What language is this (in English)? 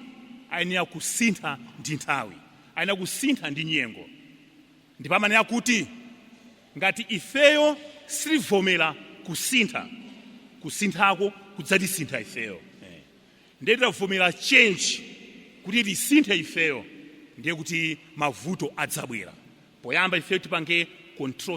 Nyanja